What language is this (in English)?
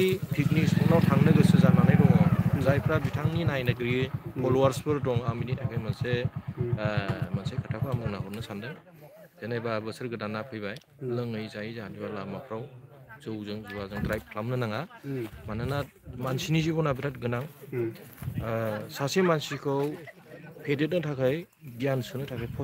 Bodo